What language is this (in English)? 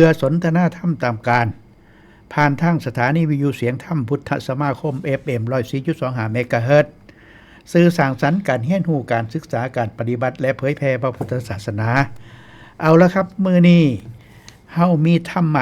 Northeastern Thai